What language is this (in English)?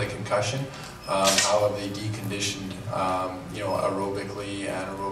English